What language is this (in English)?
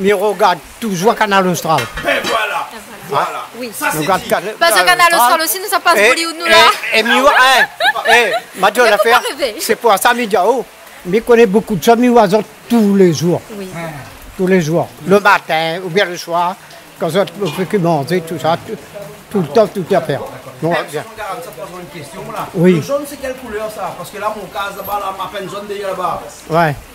Réunion Creole French